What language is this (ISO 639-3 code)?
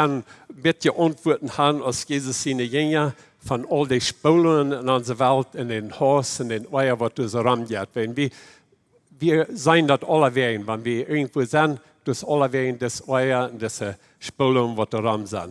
pdt